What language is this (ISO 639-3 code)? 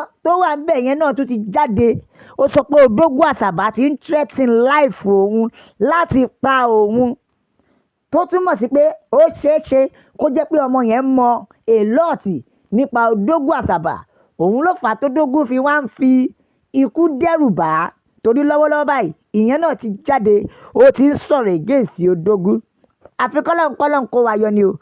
yor